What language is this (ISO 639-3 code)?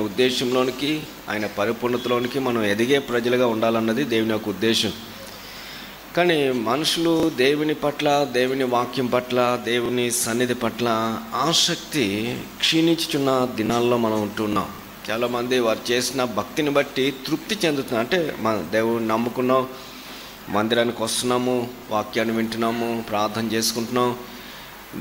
tel